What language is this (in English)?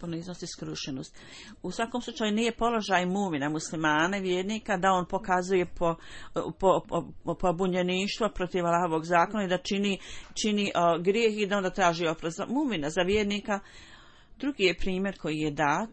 Bosnian